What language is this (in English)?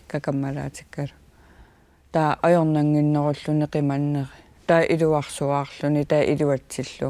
Kalaallisut